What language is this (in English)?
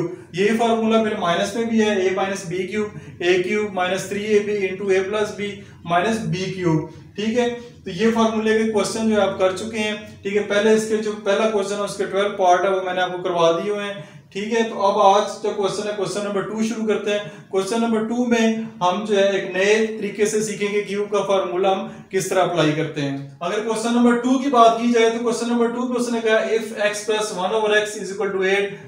Hindi